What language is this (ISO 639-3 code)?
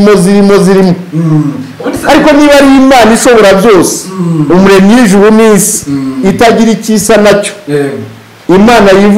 kin